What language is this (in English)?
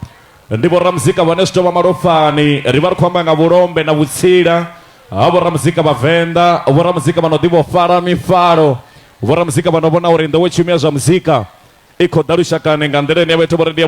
Venda